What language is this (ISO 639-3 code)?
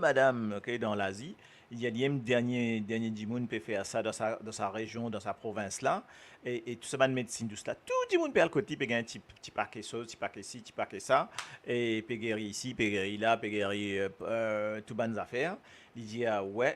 mfe